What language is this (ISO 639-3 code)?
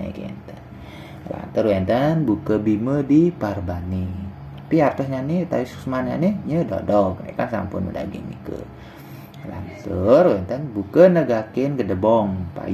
ban